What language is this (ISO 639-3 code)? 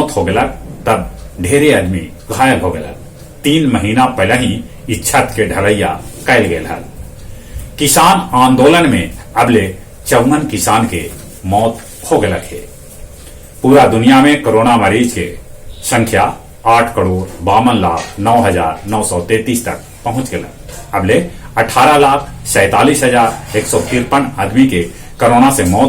mag